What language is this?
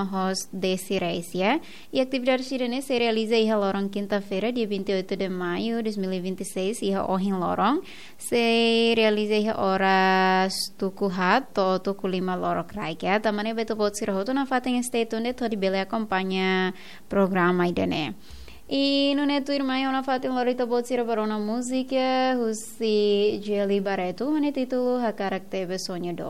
Tetum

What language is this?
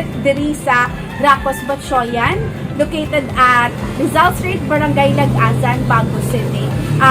Hiligaynon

